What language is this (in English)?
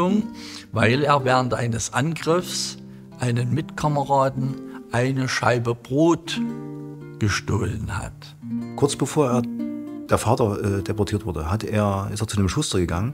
German